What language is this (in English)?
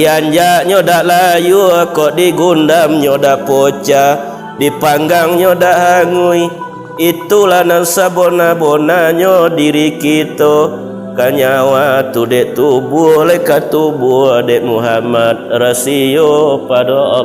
Minangkabau